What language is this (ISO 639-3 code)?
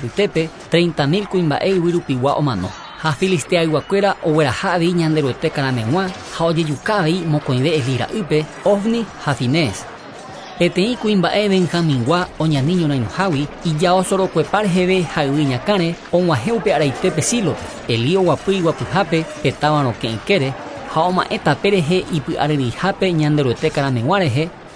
grn